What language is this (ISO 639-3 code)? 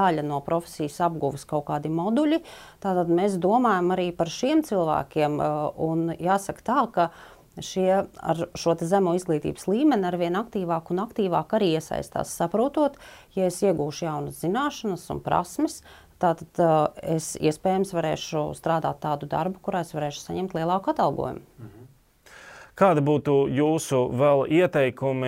lav